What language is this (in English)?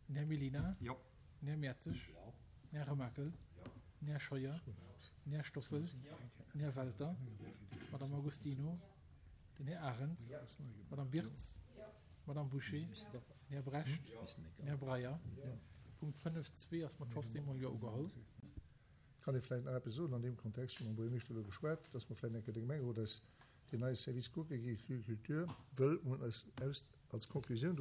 Luxembourgish